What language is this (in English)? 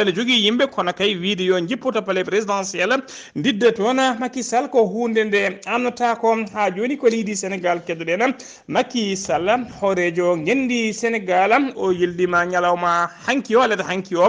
Fula